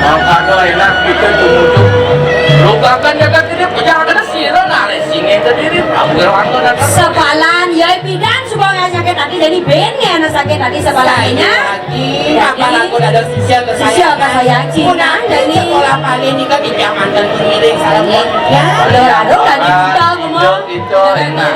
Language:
Balinese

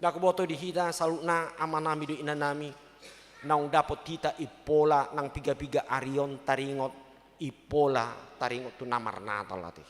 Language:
Batak Toba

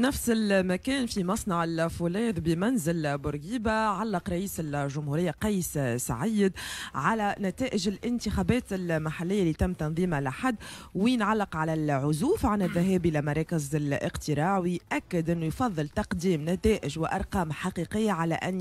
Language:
Tunisian Arabic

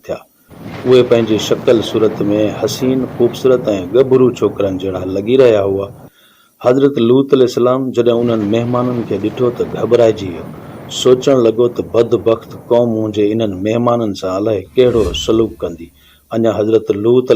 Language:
Sindhi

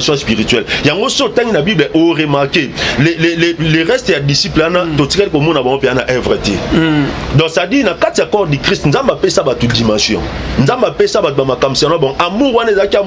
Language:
Lingala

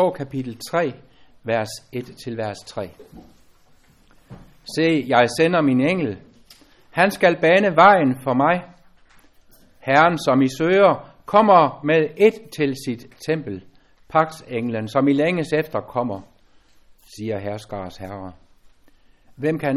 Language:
Danish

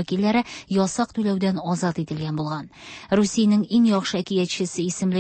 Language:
Tatar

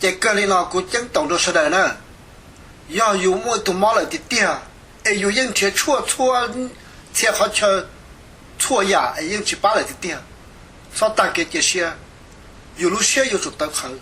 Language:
Hmong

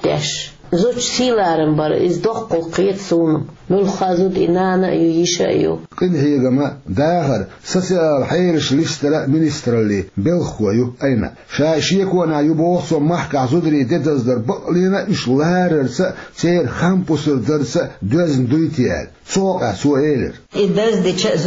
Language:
Chechen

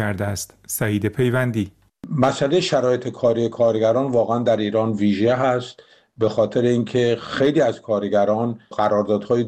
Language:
Persian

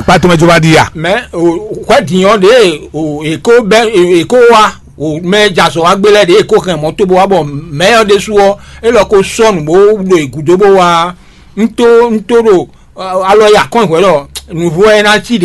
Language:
Fon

